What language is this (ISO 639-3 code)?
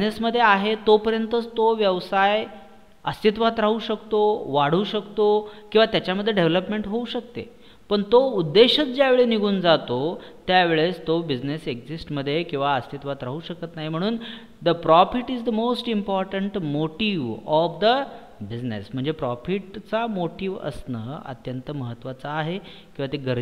mar